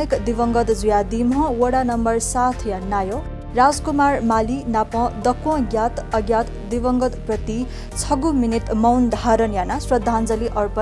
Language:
Newari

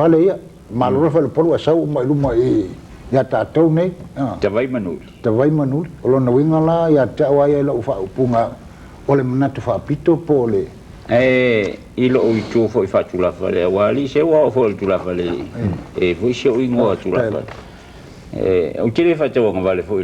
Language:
Samoan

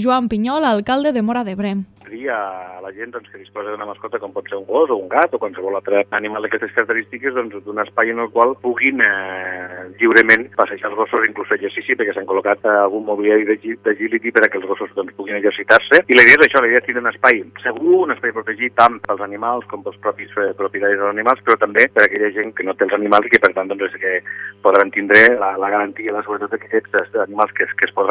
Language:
Catalan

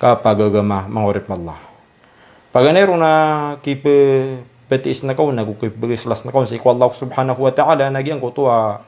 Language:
Maranao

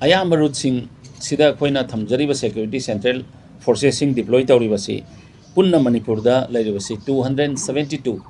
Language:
Manipuri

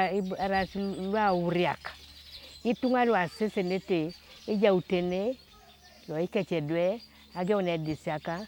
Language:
Teso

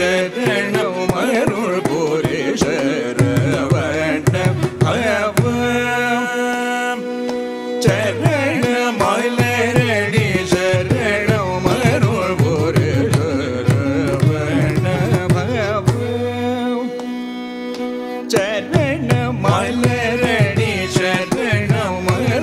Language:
Tamil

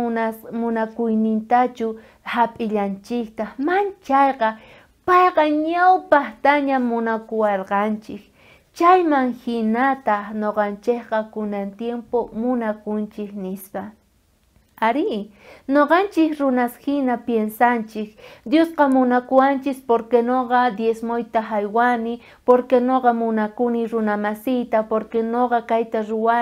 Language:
South Bolivian Quechua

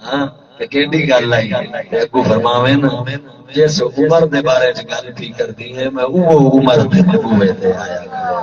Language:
Saraiki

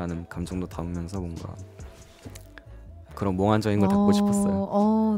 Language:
Korean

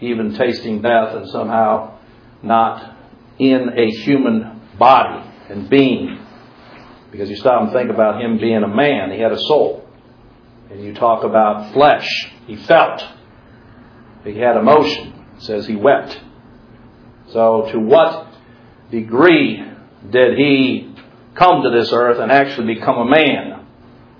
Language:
English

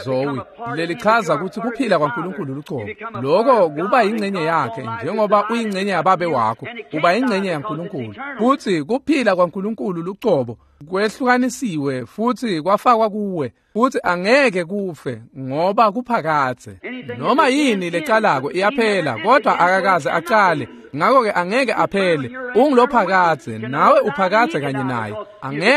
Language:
Swati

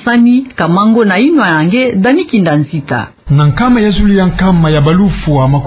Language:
Kituba (Democratic Republic of Congo)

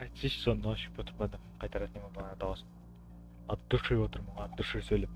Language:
Kara-Kalpak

